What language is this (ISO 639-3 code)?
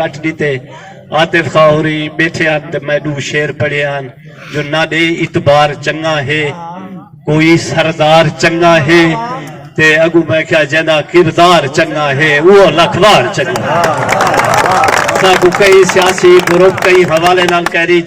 skr